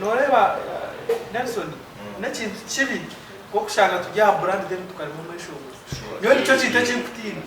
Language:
Nyankole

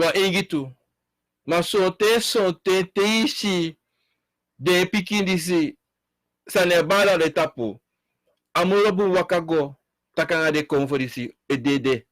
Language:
Sranan Tongo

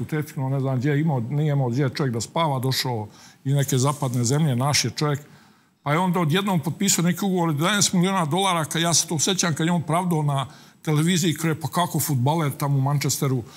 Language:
Serbian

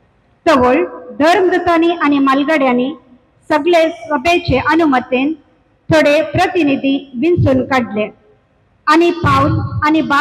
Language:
Konkani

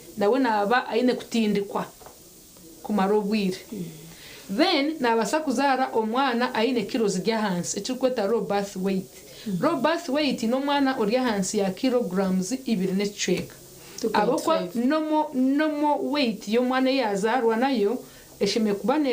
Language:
Nyankole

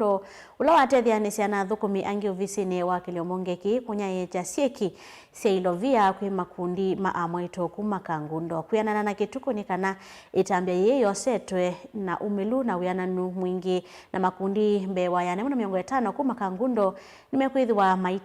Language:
Kamba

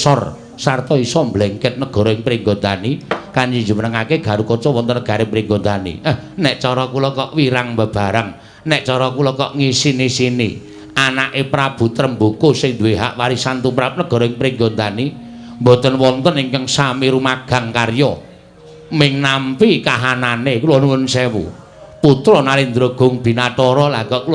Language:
Javanese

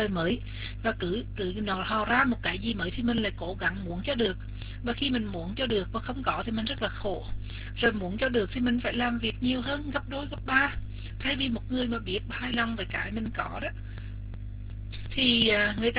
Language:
Vietnamese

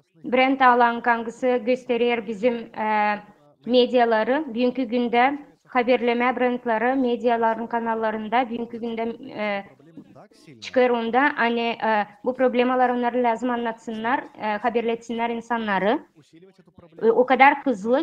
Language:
Gagauz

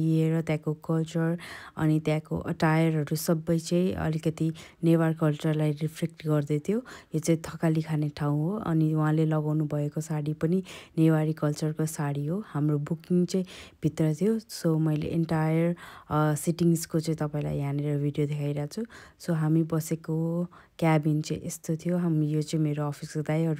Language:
Nepali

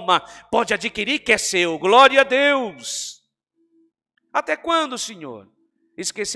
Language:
Portuguese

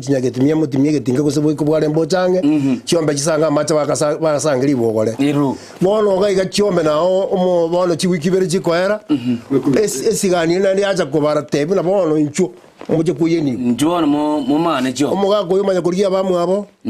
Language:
Gusii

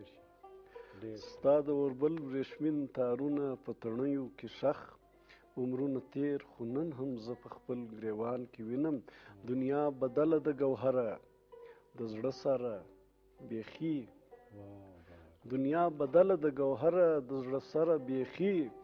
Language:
Pashto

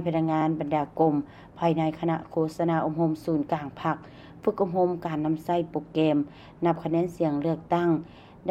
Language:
Lao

